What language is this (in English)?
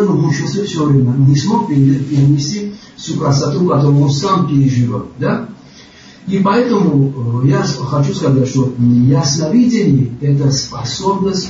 Russian